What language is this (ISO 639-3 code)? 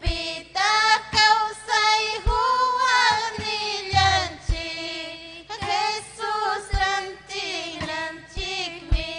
quy